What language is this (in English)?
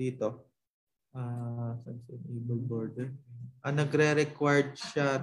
Filipino